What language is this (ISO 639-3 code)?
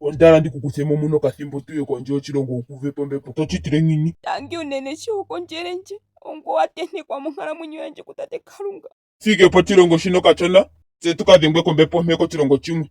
ndo